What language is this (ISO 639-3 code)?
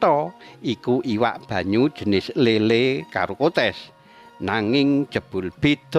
jav